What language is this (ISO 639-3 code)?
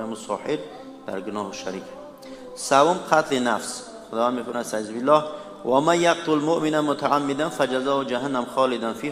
tgk